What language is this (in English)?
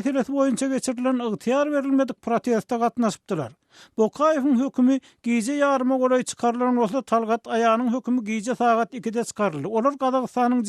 Turkmen